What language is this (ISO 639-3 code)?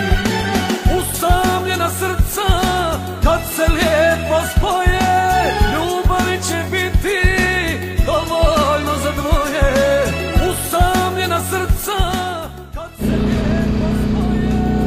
hrv